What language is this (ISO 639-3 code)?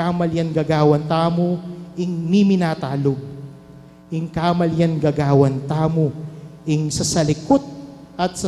pam